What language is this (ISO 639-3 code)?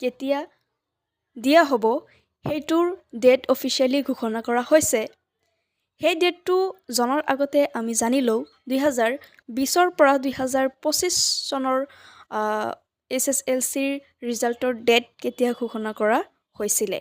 asm